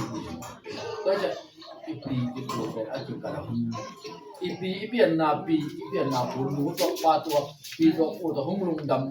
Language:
Tedim Chin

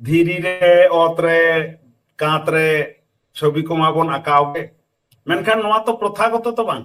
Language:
Santali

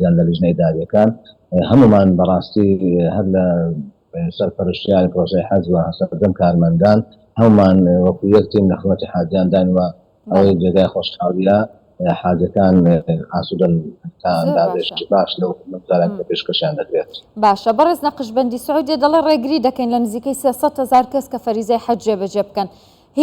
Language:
Central Kurdish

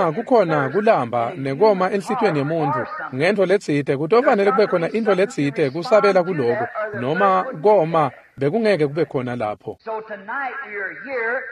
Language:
Swati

